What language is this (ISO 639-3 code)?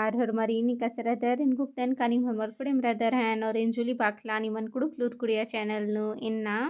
kru